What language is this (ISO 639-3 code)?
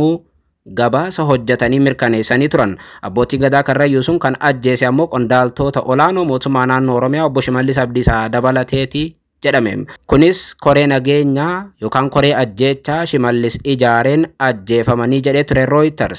orm